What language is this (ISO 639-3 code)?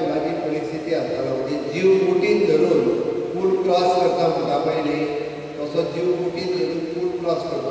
kok